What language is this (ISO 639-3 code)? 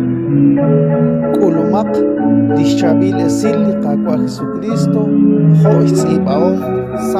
kek